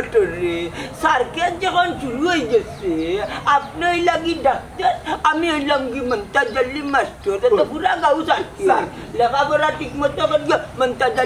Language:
Sylheti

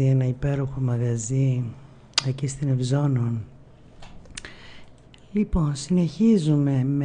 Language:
Greek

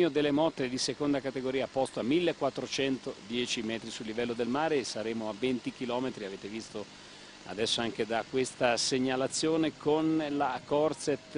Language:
Italian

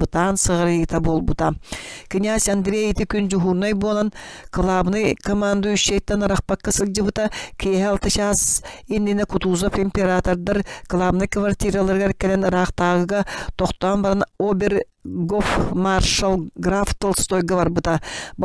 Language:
Yakut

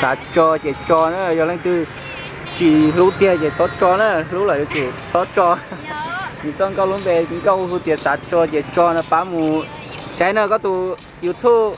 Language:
Hmong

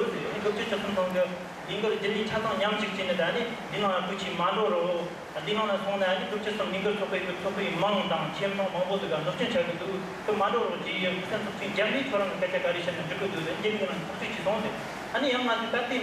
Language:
Tibetan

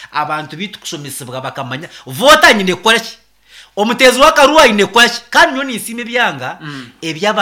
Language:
Nyankole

